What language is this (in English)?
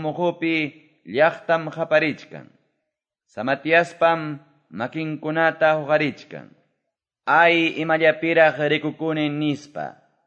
Quechua